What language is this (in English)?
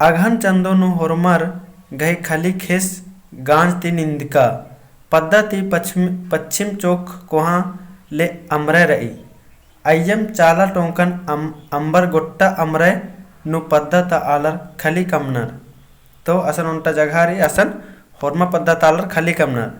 Kurukh